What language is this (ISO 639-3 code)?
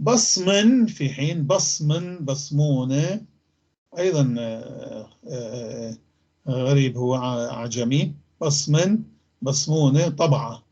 apc